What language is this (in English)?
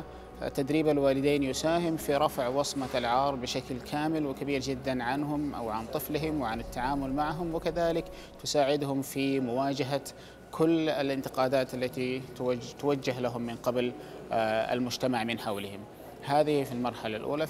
Arabic